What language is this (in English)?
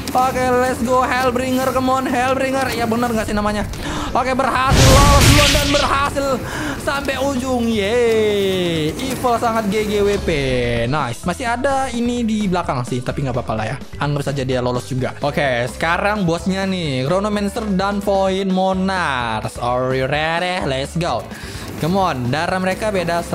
Indonesian